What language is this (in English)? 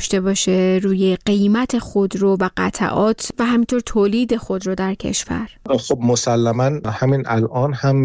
Persian